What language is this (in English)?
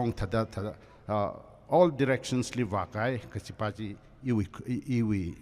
Tangkhul Naga (India)